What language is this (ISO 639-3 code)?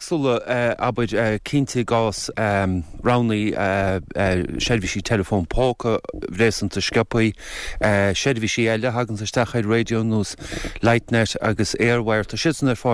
gle